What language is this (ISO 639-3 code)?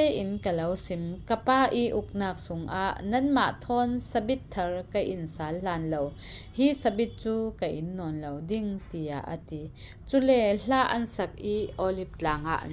cfm